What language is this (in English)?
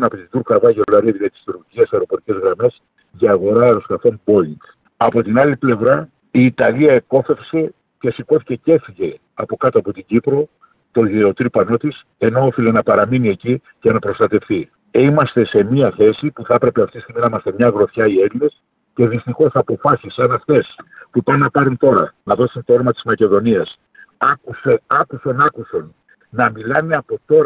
Greek